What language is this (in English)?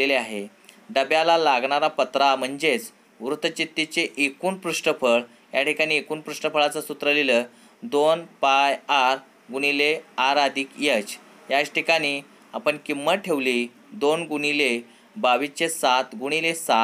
Marathi